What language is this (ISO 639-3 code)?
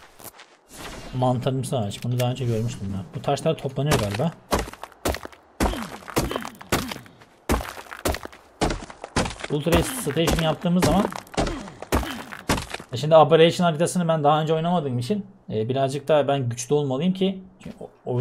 tur